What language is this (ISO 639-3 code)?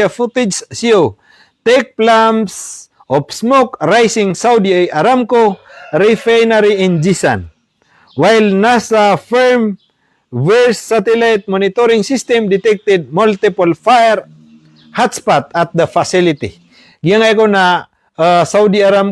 mrw